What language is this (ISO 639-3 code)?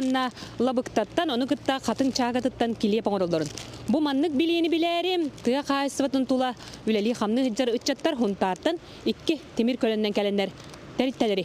sah